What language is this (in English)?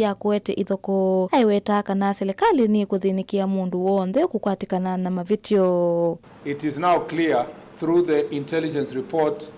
Kamba